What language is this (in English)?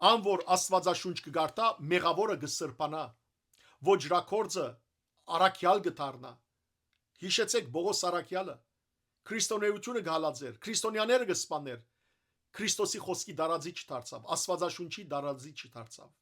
Western Armenian